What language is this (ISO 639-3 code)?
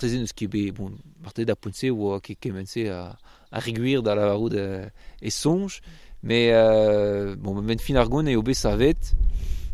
bre